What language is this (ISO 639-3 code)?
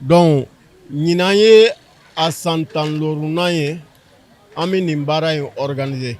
bam